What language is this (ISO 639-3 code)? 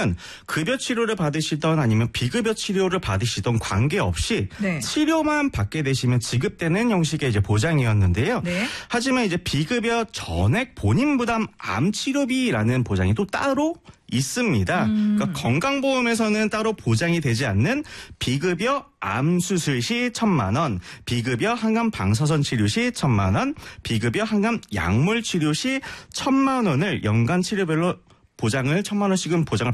kor